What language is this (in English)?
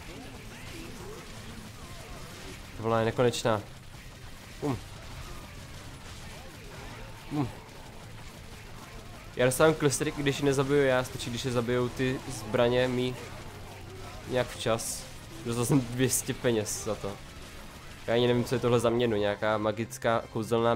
Czech